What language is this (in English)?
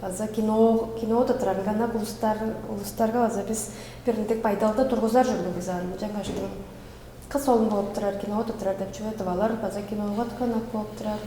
Tuvinian